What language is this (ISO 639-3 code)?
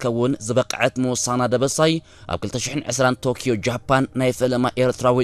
tir